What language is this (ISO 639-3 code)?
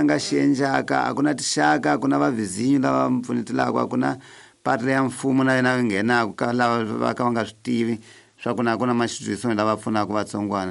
tso